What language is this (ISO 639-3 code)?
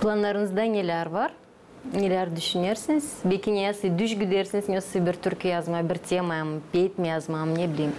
gag